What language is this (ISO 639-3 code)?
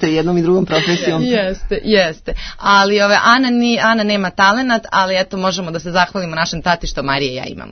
srp